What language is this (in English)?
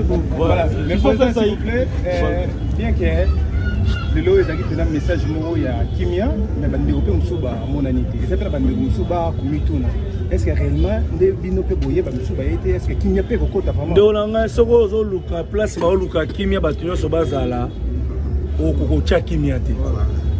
Lingala